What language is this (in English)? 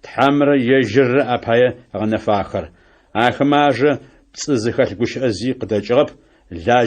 Adyghe